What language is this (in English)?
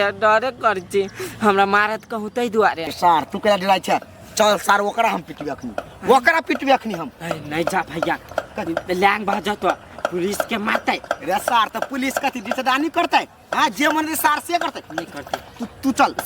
Maithili